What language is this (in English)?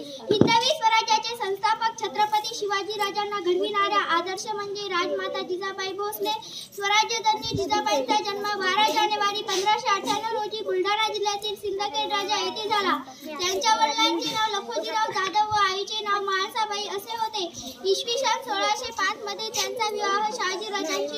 Marathi